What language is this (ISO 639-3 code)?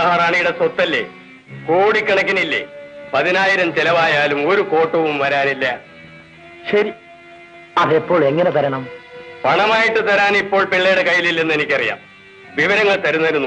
mal